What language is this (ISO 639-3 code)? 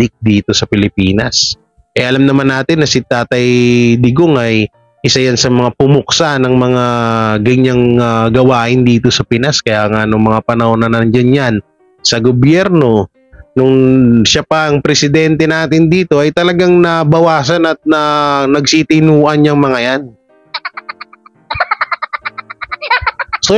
fil